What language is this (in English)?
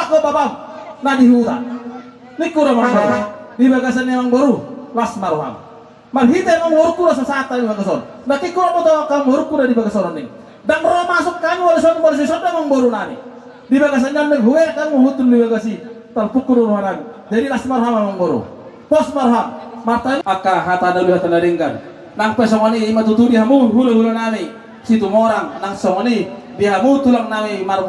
Batak Toba